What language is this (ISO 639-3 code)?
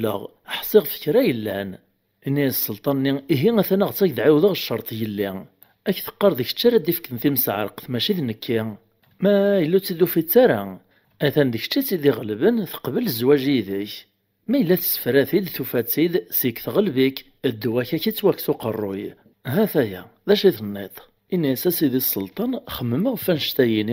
kab